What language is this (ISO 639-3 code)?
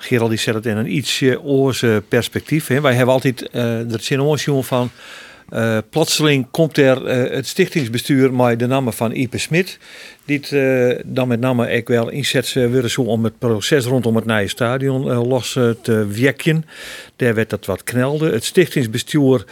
fry